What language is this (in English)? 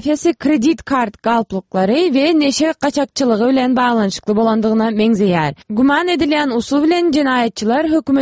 Turkmen